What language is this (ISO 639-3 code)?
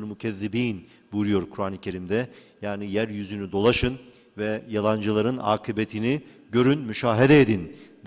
tur